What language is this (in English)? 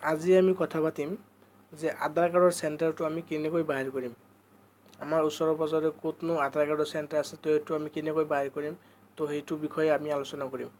Assamese